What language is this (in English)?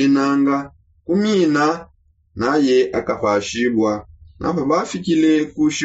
Songe